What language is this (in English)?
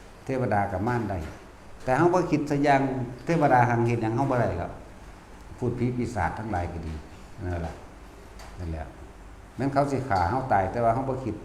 Lao